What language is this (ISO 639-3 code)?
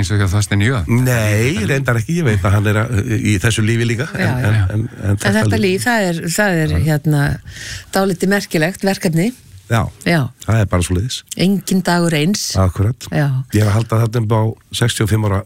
isl